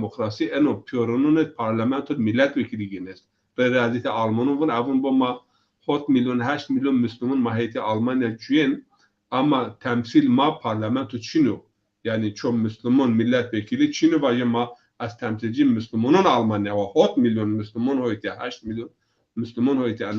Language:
Zaza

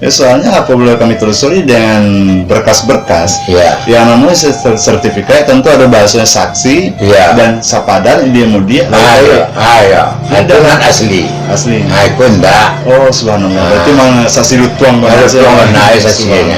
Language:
Minangkabau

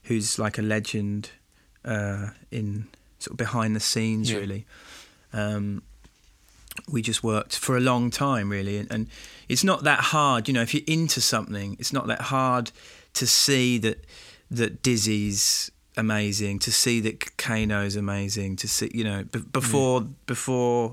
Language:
English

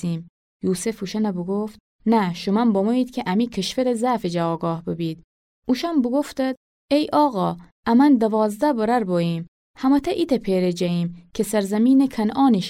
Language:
Gilaki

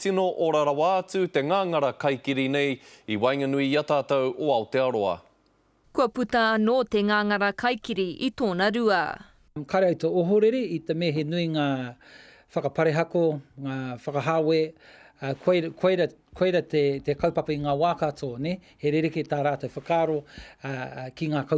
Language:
Māori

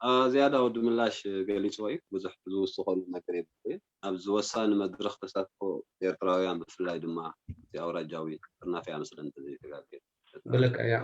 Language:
Tigrinya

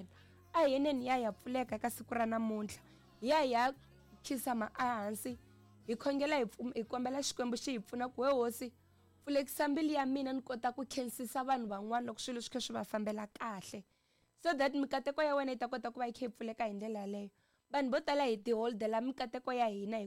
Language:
Tsonga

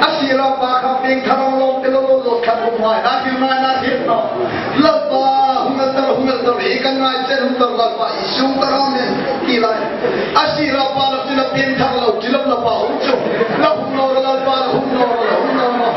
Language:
Hmar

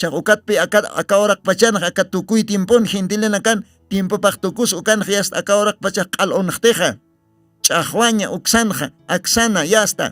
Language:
Aymara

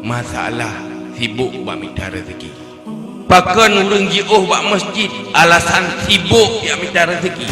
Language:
Achinese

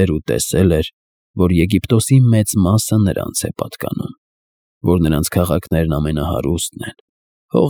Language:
Armenian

